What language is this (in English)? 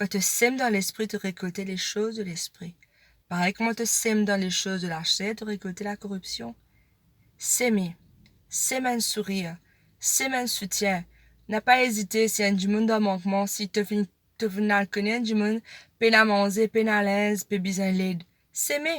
Morisyen